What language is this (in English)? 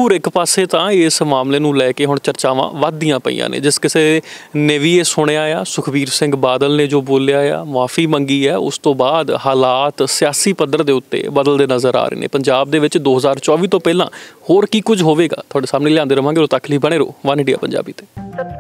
Punjabi